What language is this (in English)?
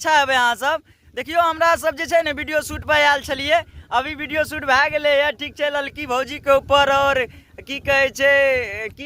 Maithili